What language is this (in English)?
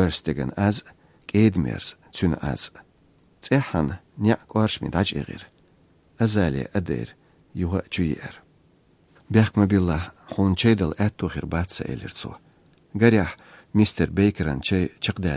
Chechen